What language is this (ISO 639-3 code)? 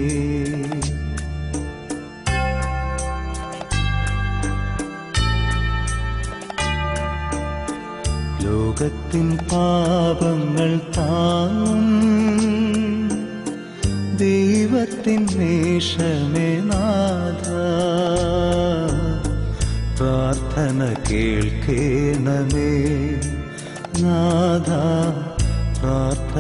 mal